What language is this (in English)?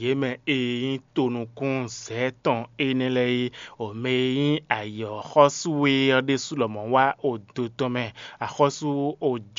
Fon